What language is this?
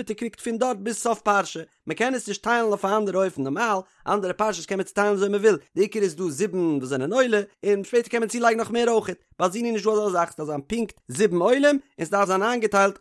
Yiddish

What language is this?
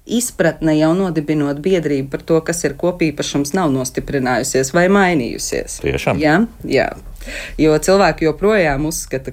Latvian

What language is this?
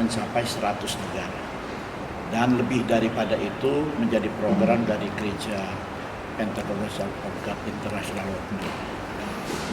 Tetum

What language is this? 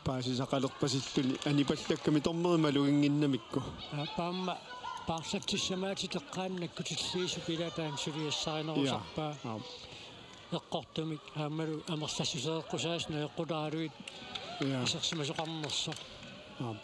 Kalaallisut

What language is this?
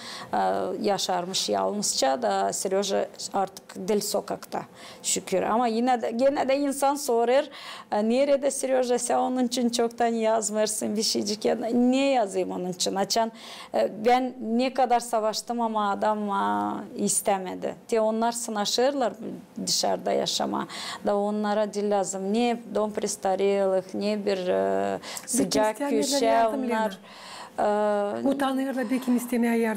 Gagauz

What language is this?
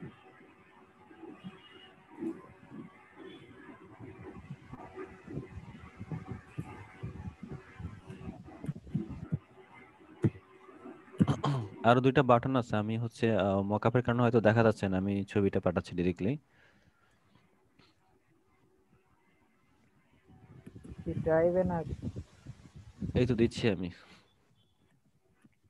Bangla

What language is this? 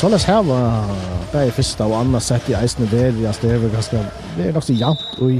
Faroese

